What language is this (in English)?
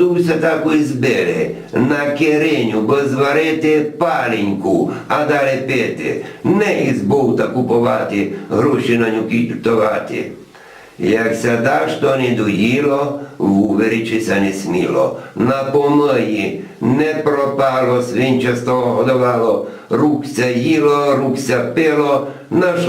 Rusyn